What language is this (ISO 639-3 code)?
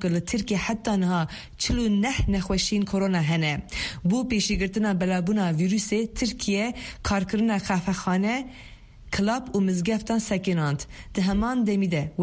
kur